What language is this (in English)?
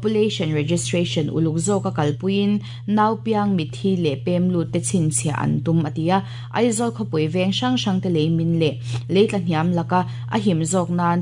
Mizo